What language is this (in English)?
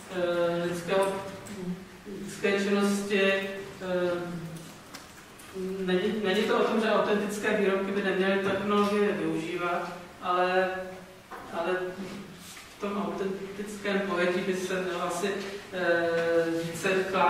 Czech